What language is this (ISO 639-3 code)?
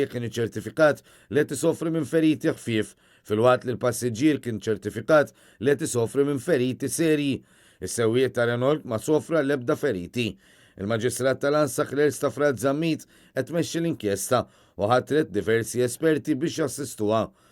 mlt